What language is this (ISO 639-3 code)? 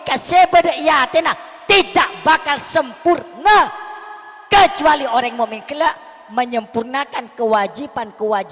mad